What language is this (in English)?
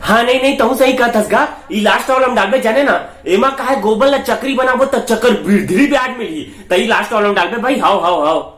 Chhattisgarhi